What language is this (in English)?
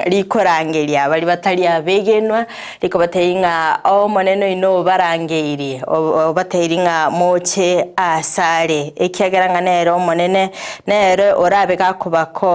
Gusii